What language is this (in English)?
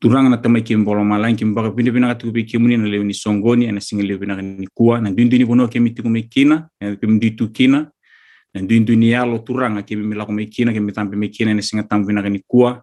Fijian